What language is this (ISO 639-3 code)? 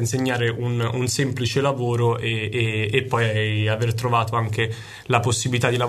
ita